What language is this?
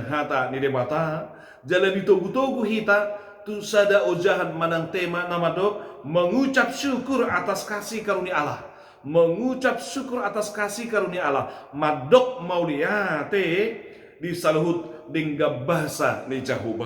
Batak Toba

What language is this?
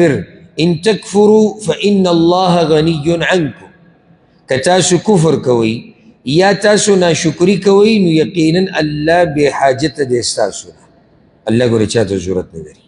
Pashto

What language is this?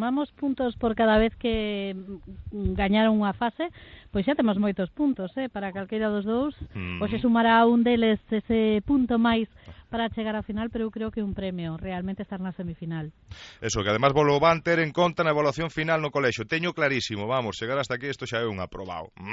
Galician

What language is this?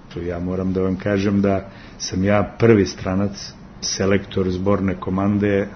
Serbian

